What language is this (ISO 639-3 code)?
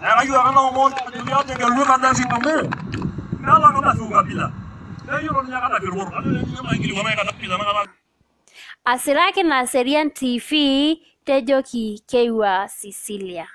mas